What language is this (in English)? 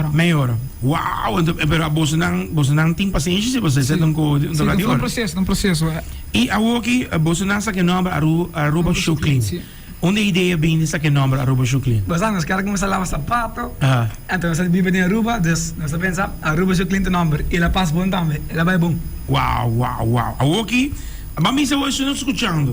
Papiamento